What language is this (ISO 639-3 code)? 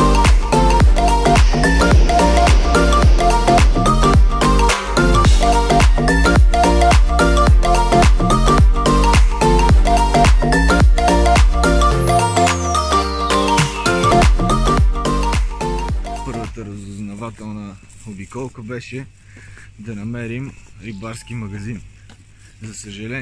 bul